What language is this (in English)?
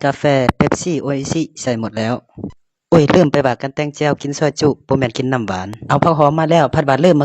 Lao